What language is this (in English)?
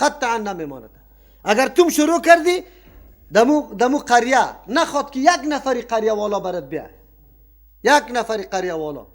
Persian